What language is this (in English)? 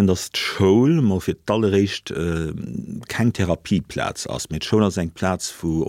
Luxembourgish